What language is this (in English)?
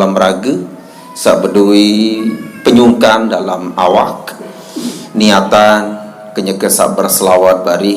Sasak